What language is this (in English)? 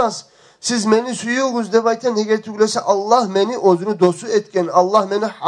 Kumyk